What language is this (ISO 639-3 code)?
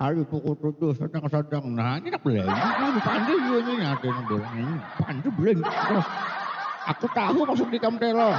bjn